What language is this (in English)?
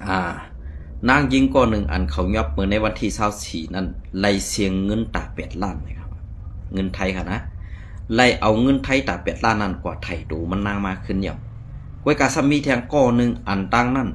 Shan